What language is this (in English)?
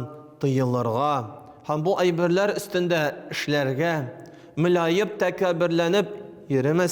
Tatar